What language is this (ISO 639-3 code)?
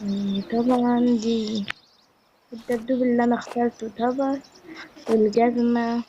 arz